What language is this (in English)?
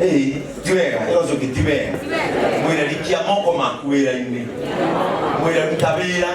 Kikuyu